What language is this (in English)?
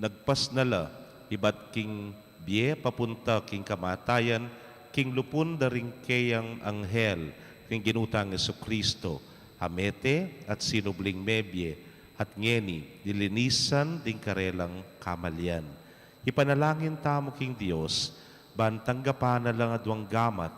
Pampanga